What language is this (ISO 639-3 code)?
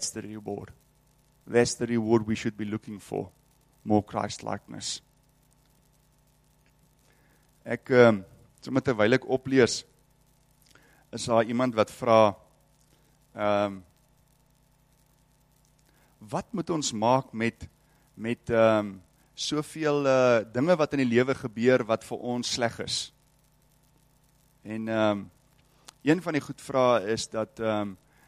afr